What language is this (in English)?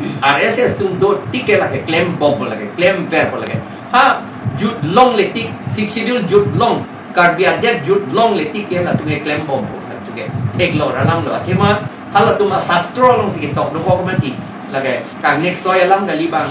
Karbi